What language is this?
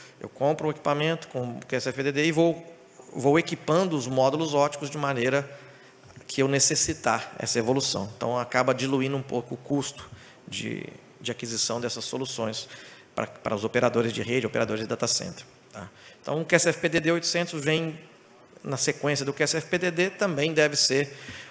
Portuguese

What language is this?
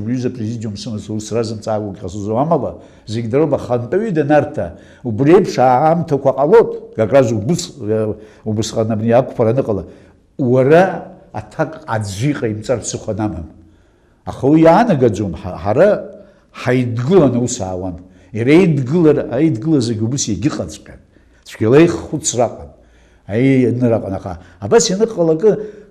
Abkhazian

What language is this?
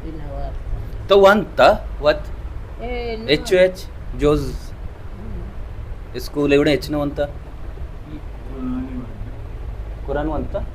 Baluchi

